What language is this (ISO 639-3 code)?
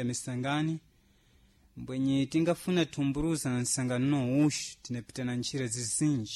seh